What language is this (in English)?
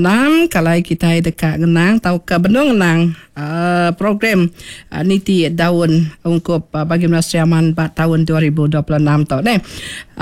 Iban